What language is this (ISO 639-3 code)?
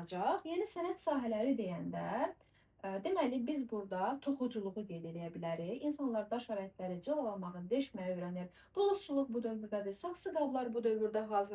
aze